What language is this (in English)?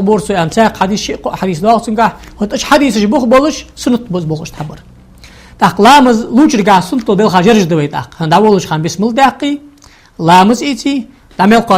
Ingush